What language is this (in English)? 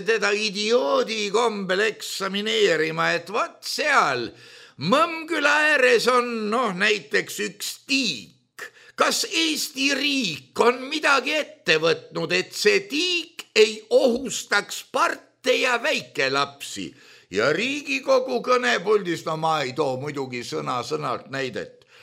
Estonian